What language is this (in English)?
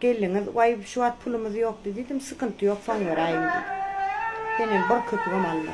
Turkmen